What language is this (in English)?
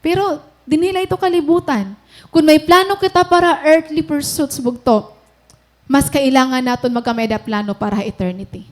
Waray